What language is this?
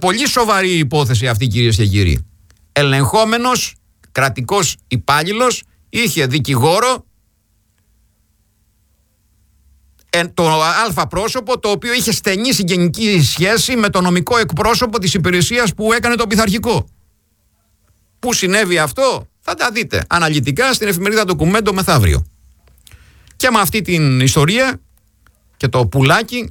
Greek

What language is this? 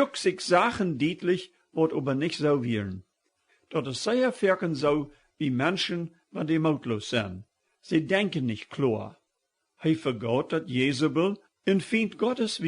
Plautdietsch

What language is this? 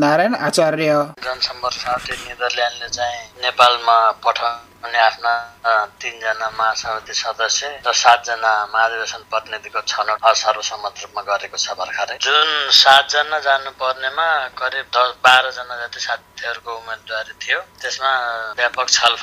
Nepali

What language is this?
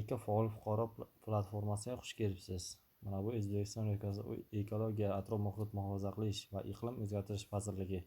Uzbek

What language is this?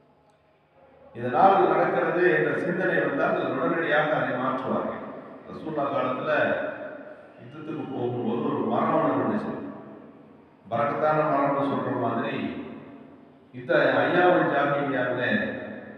Tamil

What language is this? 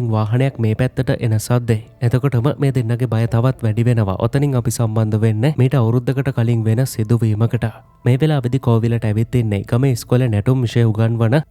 Sinhala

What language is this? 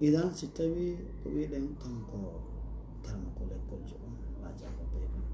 Fula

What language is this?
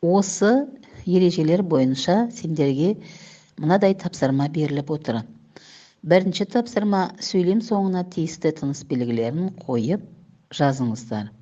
Kazakh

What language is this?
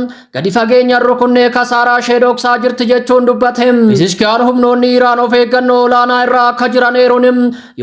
Oromo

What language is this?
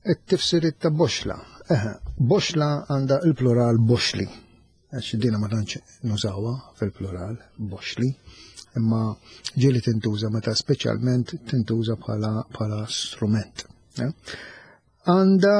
Maltese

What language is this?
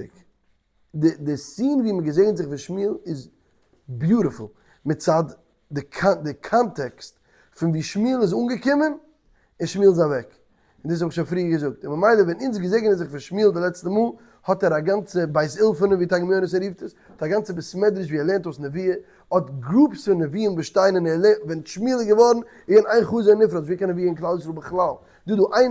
Yiddish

